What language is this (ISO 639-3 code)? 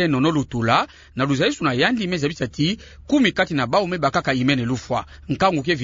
ktu